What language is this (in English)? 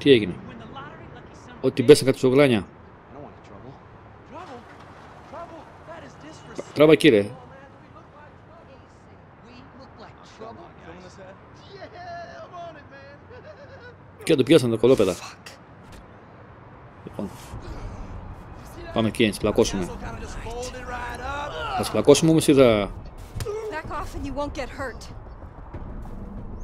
Greek